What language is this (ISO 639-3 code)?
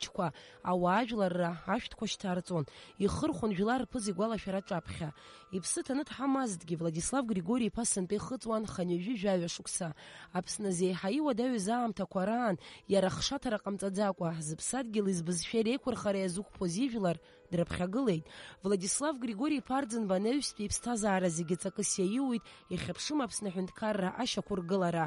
abk